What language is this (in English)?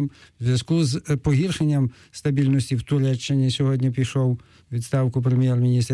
Ukrainian